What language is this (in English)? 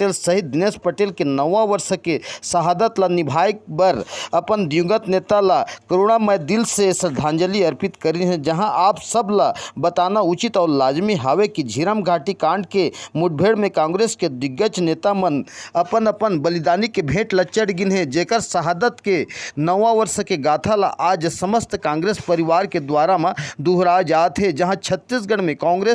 Chhattisgarhi